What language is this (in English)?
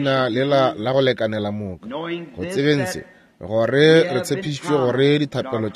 Northern Sotho